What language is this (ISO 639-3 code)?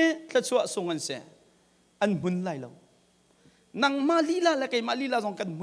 cnh